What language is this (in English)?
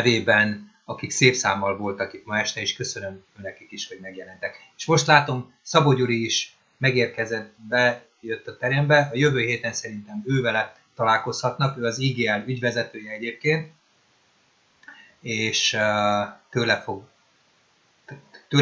Hungarian